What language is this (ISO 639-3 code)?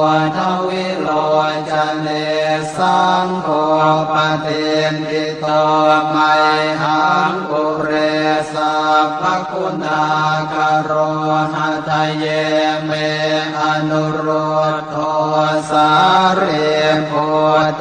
pli